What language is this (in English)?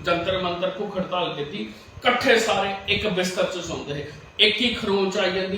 Dogri